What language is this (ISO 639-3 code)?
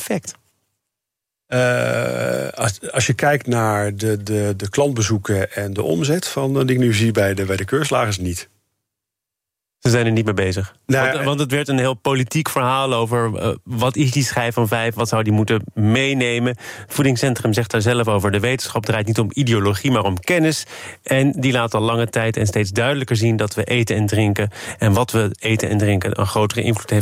nld